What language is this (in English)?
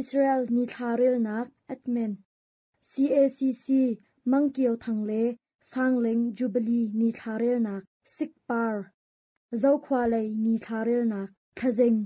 Hakha Chin